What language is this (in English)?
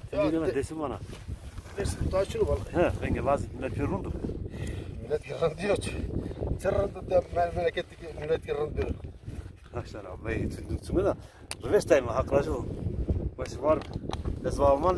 Zaza